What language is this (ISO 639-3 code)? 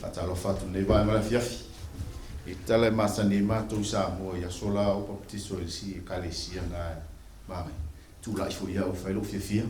smo